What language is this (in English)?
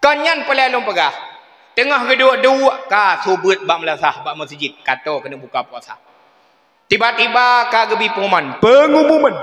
Achinese